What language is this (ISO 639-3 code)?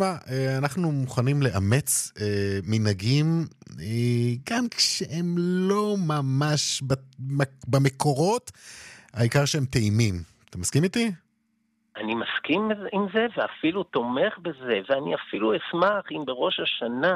heb